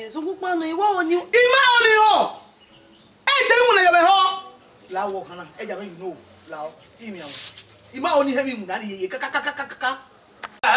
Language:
Bini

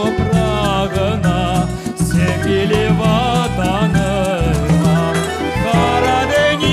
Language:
Crimean Tatar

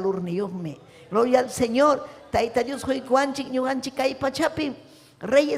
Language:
Ayacucho Quechua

